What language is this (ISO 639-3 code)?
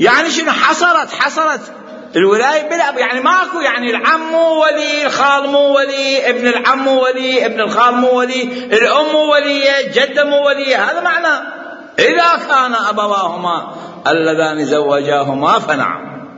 acm